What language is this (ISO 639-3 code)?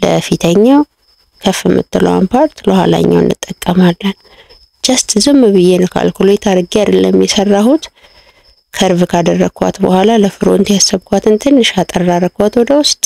amh